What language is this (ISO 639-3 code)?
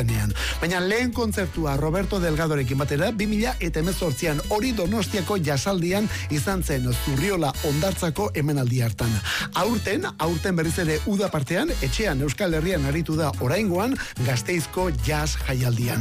eus